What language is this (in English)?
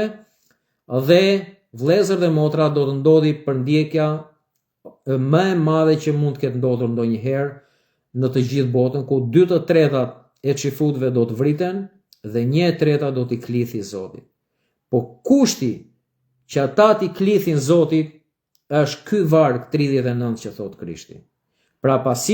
Albanian